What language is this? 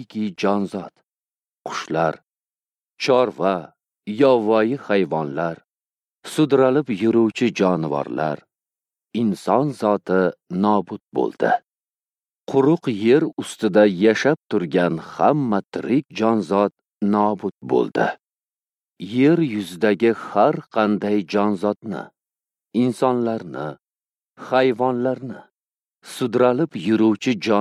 Uzbek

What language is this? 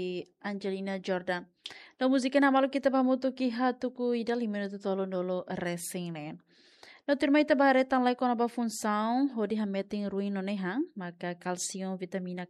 Tetum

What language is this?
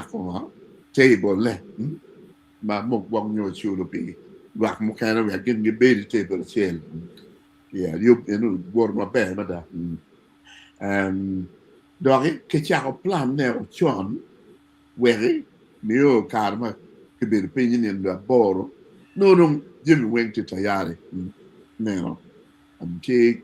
Acoli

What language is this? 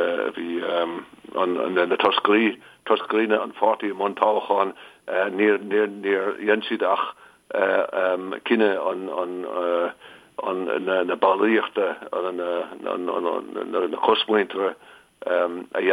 Irish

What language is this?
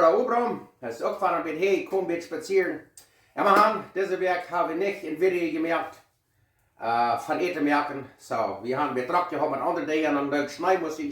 Plautdietsch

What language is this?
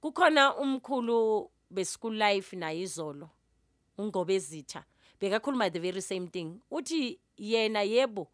Zulu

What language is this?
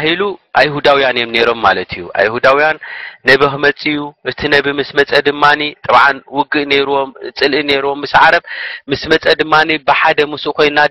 Tigrinya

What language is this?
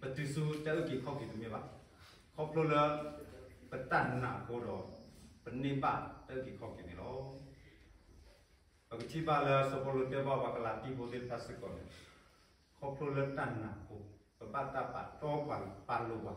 S'gaw Karen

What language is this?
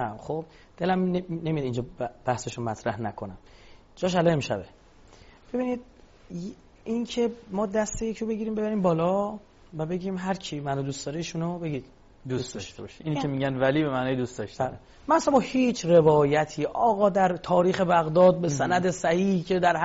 Persian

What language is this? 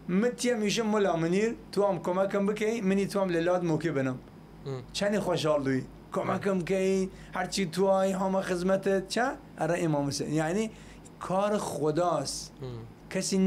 Southern Kurdish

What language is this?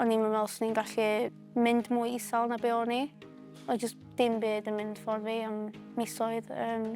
Welsh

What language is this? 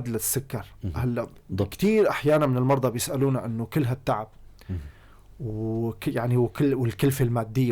North Levantine Arabic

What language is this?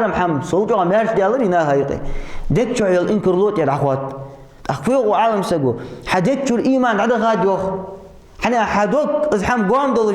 Ingush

